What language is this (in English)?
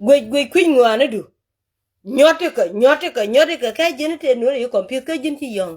Nuer